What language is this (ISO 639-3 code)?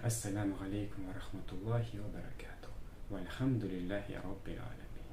bak